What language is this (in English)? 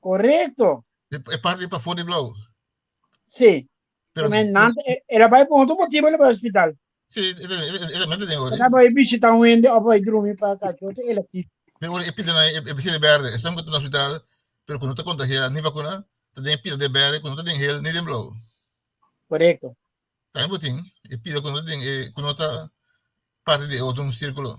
Papiamento